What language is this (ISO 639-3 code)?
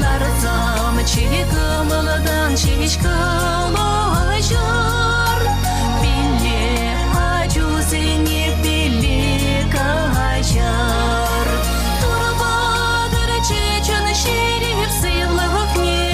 chv